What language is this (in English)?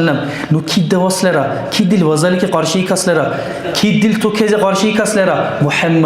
Dargwa